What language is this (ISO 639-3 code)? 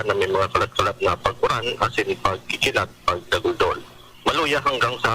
bik